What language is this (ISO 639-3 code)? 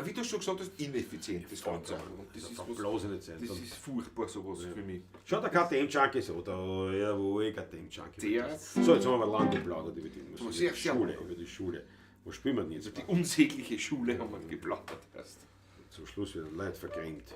bar